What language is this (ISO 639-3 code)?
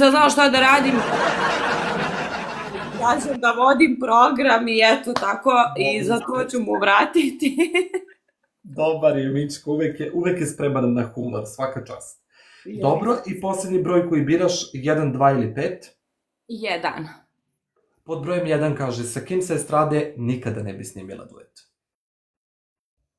srp